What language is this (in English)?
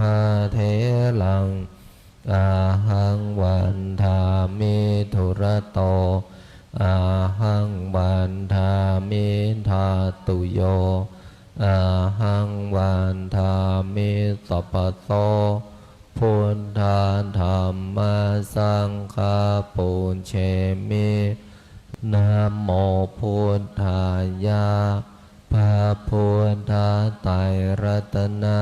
Pali